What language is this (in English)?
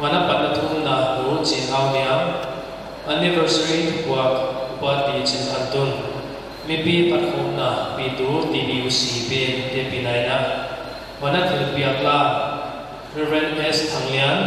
Paite Chin